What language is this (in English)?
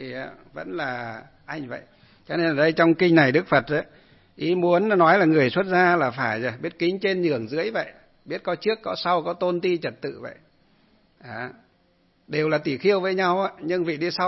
Vietnamese